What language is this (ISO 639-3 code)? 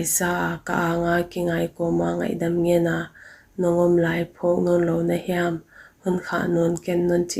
pck